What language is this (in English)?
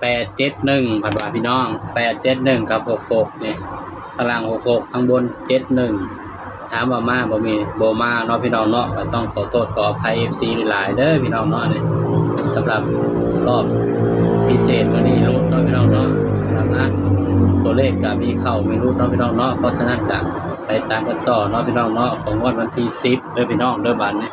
Northeastern Thai